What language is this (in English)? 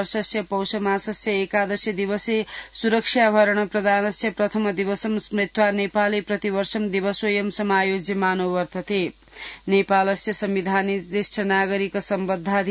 Sanskrit